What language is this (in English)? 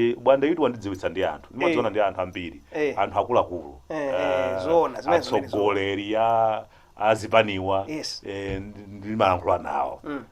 Nyanja